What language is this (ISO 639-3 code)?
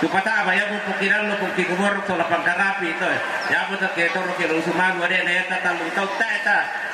sda